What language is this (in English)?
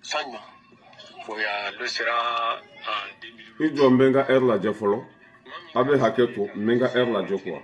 Bambara